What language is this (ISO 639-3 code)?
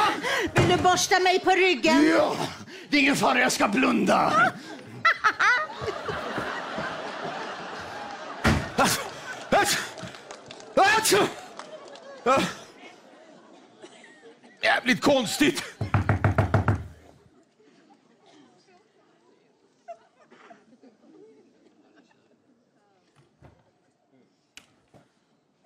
swe